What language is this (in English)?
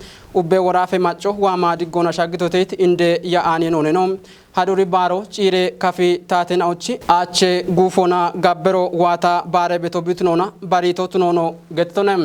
Kafa